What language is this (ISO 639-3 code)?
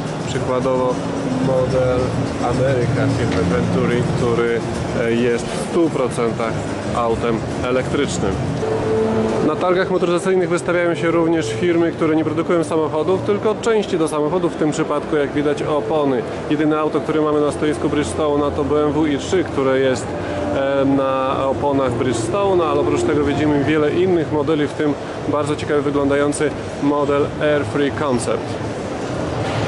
pol